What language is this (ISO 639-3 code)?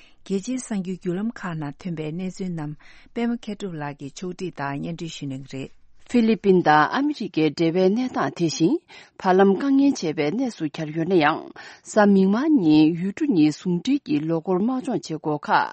bod